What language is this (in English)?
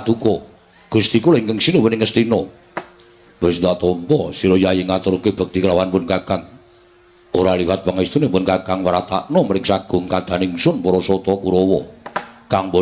Javanese